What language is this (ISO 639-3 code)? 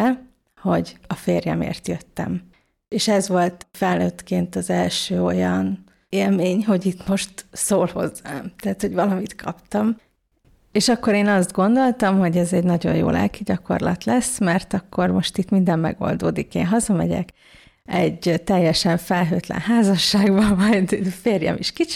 hun